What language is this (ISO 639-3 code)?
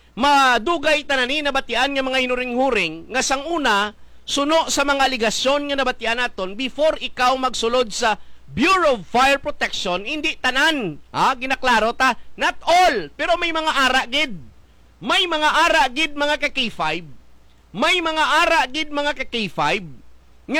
hil